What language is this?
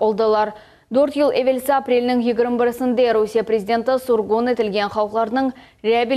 Crimean Tatar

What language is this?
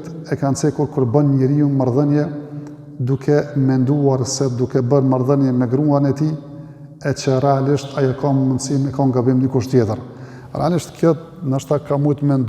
Albanian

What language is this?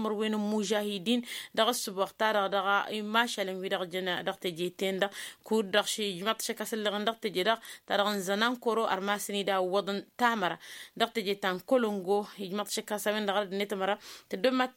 Tamasheq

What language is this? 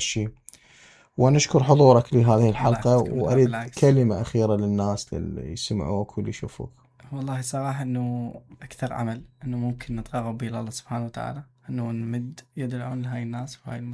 Mesopotamian Arabic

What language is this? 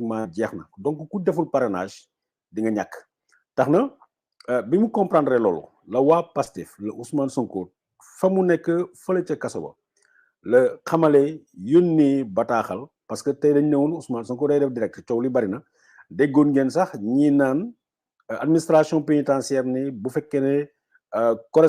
Wolof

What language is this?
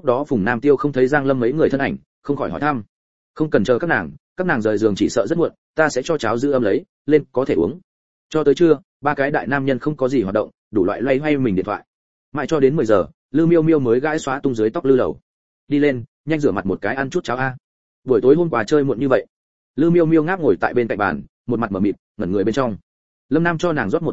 Vietnamese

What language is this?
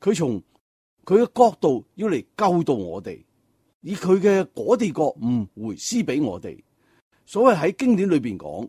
Cantonese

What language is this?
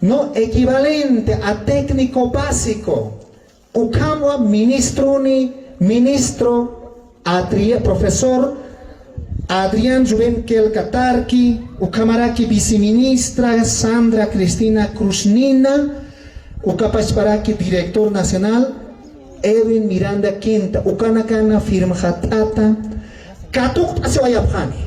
Aymara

